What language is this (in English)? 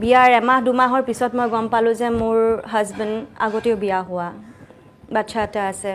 Assamese